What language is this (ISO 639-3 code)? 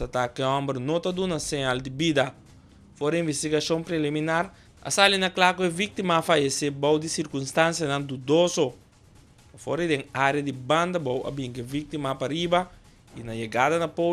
pap